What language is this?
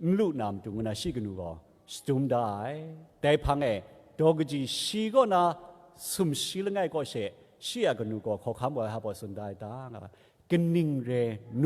Kachin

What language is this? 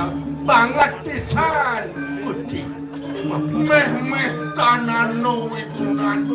Balinese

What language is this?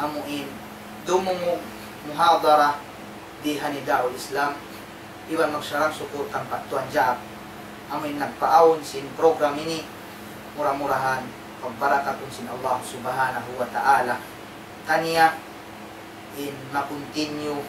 Tausug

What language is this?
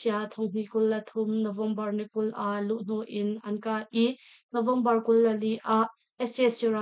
Hakha Chin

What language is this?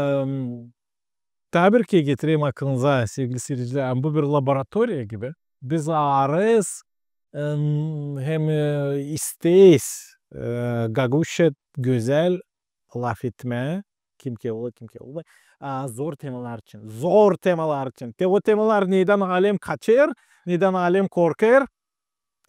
Gagauz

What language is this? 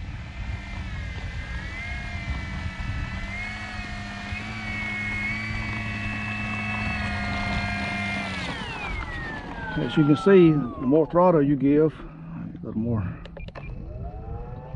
English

